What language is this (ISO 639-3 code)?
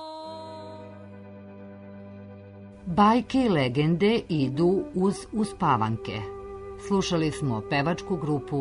srp